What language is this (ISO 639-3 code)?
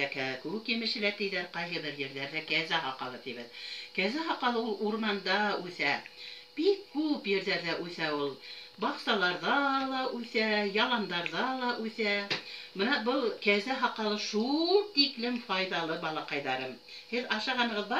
bak